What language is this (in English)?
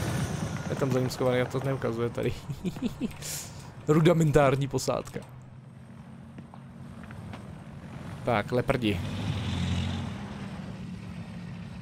Czech